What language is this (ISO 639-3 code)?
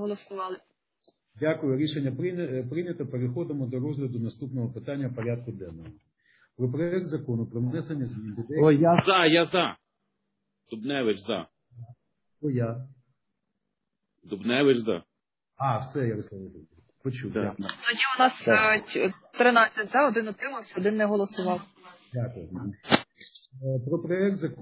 ukr